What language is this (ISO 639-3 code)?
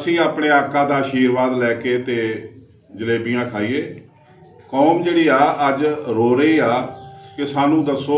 pan